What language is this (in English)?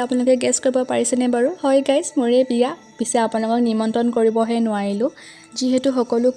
Assamese